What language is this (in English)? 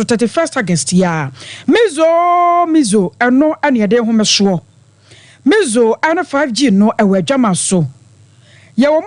Akan